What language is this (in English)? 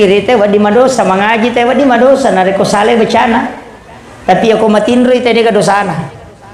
Buginese